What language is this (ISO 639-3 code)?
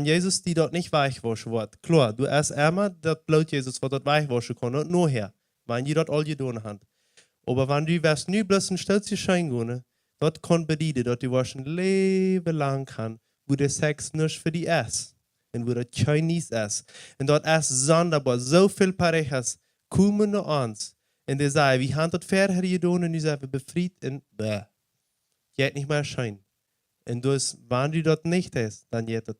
pdt